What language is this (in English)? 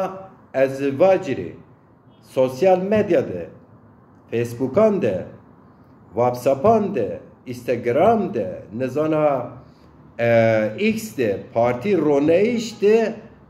Zaza